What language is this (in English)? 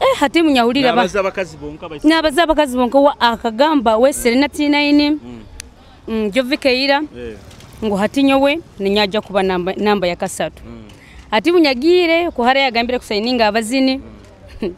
Nyoro